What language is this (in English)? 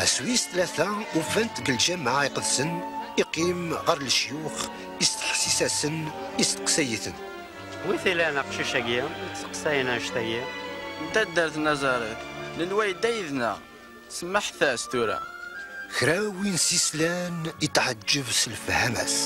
Kabyle